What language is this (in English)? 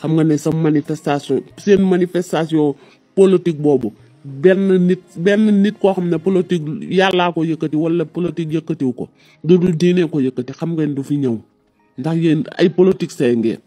Wolof